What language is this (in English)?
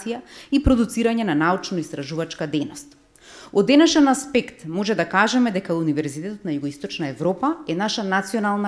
Macedonian